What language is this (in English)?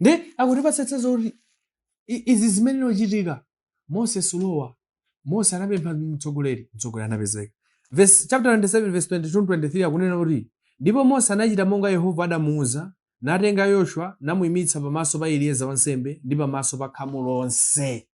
Nyanja